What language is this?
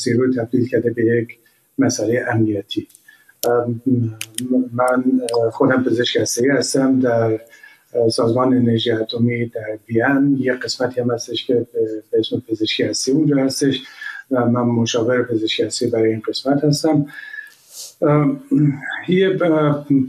Persian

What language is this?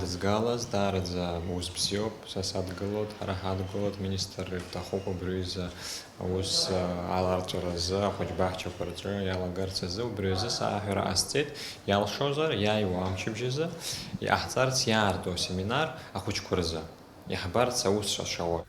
Abkhazian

